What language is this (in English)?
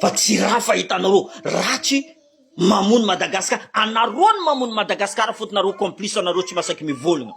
Malagasy